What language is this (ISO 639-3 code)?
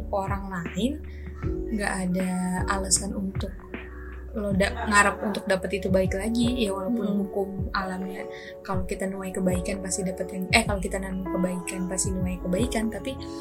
ind